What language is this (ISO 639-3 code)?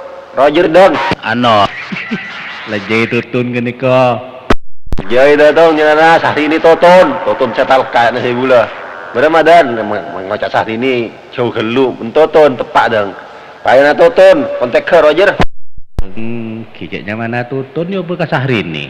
mad